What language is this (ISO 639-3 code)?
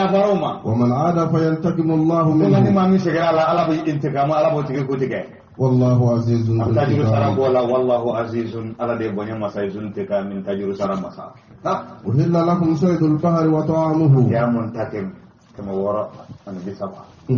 bam